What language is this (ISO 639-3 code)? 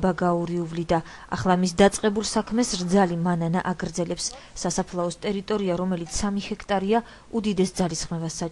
kat